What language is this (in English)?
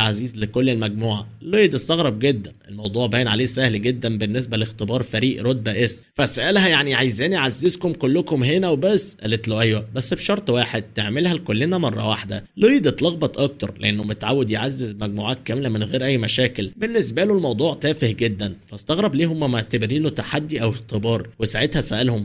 Egyptian Arabic